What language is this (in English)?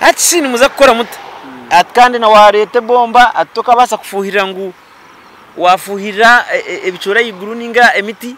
Nyankole